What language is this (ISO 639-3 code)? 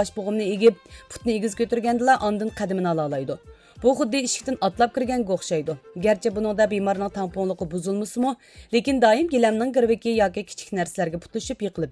uig